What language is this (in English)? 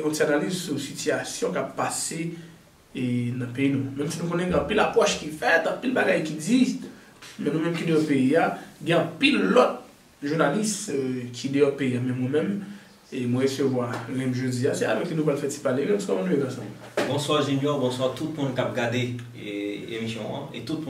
Haitian Creole